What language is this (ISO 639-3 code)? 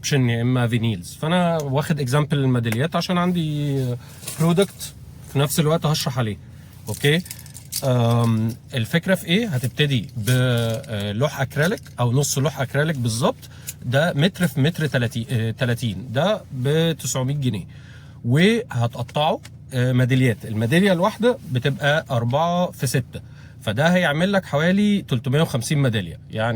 arz